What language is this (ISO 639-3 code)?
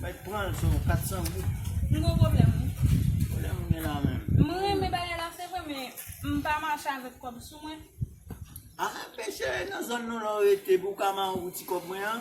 hat